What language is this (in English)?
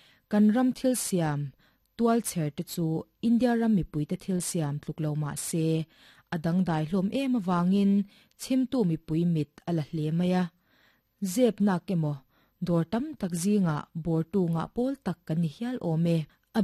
Mizo